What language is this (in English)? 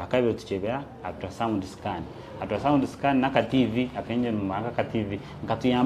Nyankole